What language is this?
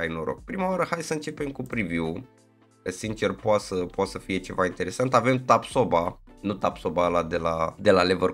Romanian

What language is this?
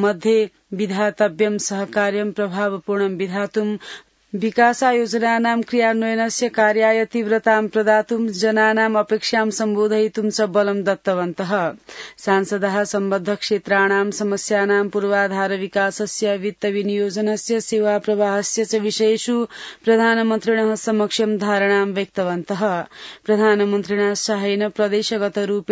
Sanskrit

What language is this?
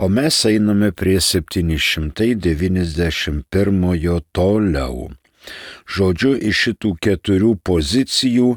Lithuanian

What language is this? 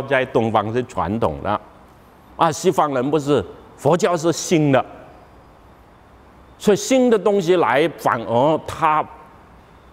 Chinese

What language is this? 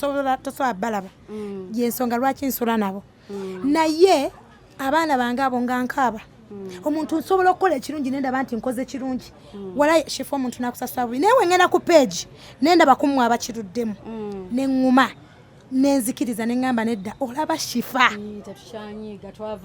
Ganda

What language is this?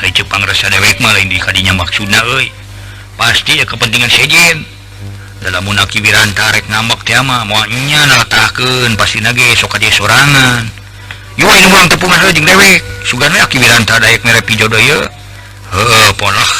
Sundanese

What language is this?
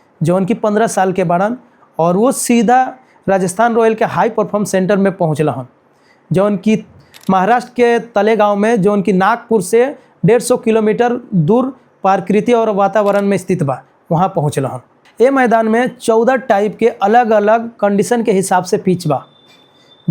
Bhojpuri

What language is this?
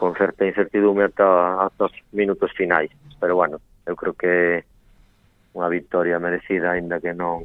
Galician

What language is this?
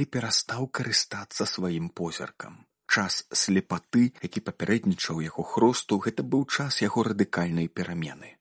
Belarusian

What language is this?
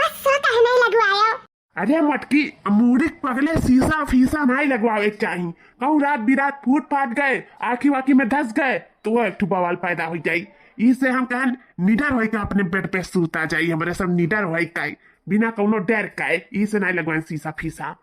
Awadhi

